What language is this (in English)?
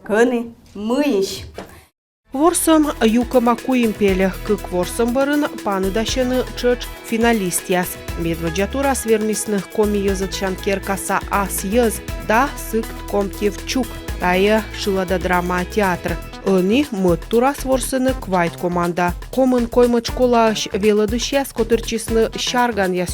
Komi